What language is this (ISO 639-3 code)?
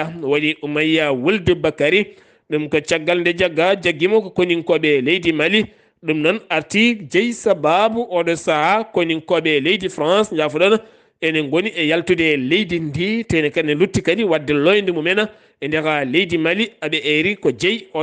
ful